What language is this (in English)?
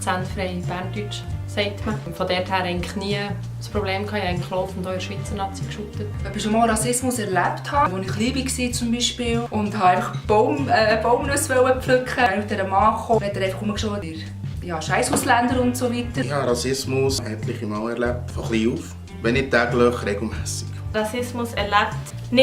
Swiss German